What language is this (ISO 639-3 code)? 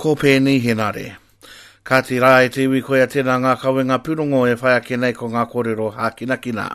mri